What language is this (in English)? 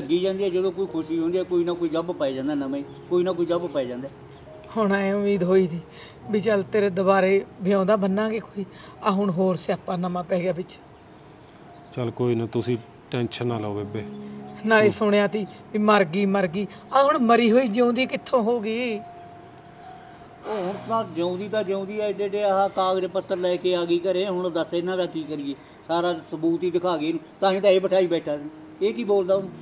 Punjabi